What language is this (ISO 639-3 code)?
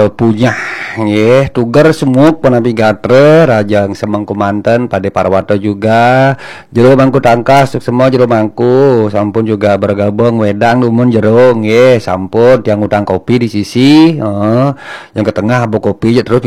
ban